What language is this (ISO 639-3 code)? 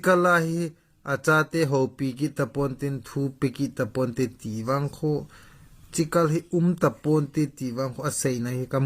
tcz